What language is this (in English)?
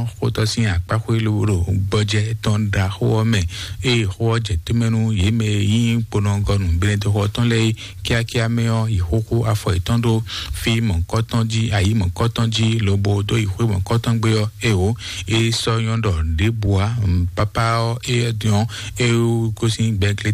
Fon